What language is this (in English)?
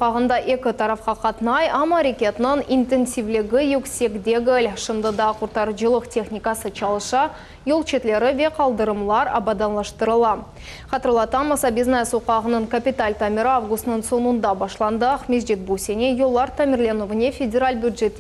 Crimean Tatar